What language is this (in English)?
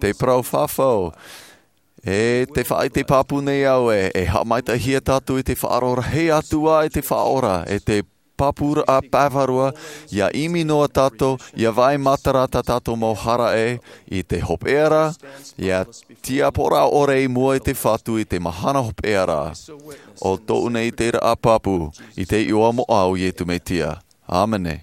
Tahitian